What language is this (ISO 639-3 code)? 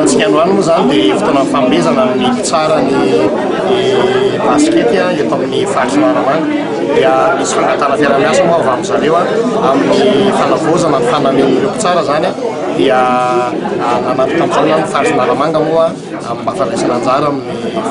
mlg